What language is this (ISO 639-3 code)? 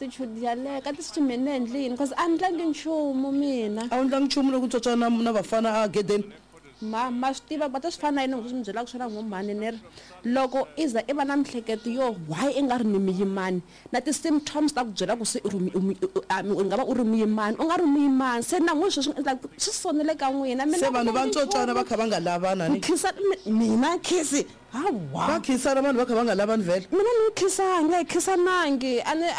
tso